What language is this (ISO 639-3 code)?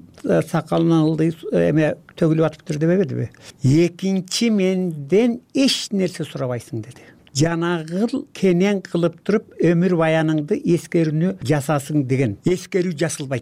kir